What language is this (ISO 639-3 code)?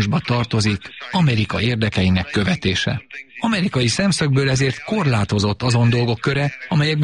hun